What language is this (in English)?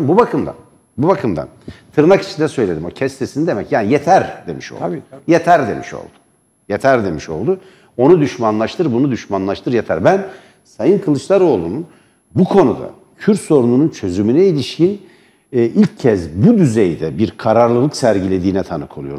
Turkish